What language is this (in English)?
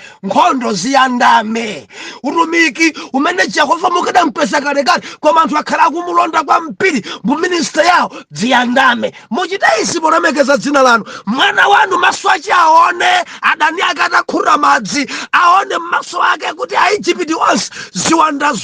Nyanja